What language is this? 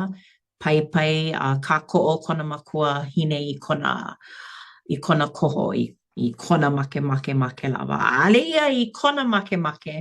Hawaiian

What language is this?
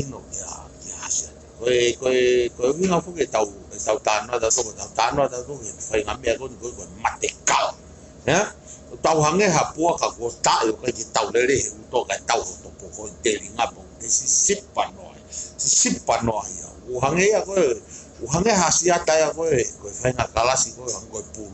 Tongan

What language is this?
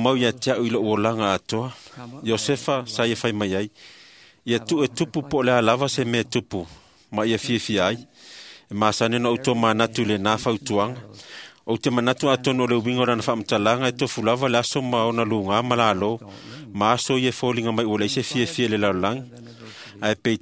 Samoan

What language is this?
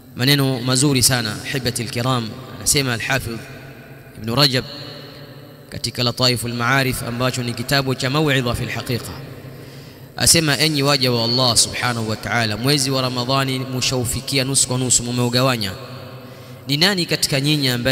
Swahili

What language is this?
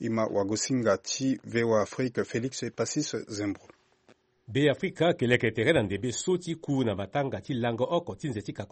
Sango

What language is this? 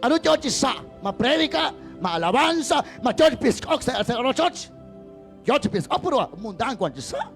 Kekchí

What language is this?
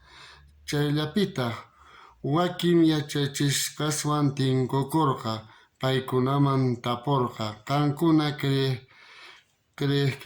South Bolivian Quechua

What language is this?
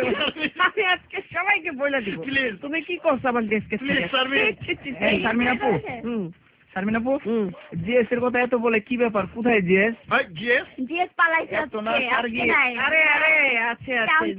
Bangla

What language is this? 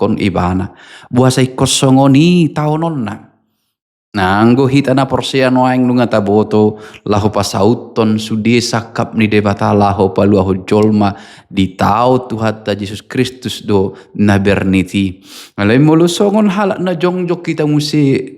Batak Toba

